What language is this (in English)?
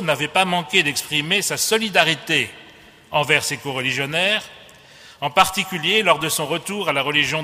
French